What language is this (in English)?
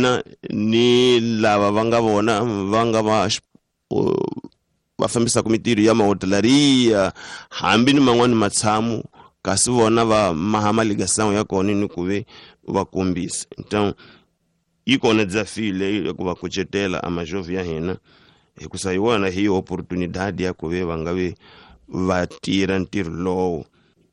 Tsonga